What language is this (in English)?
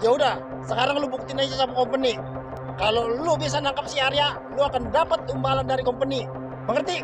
Betawi